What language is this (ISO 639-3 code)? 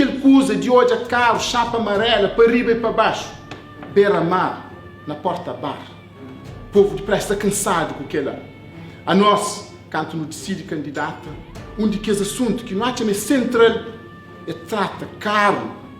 kea